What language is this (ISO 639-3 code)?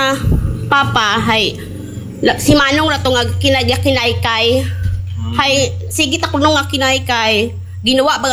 akl